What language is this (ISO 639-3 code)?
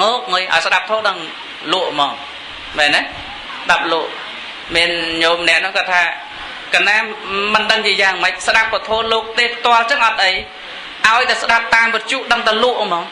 khm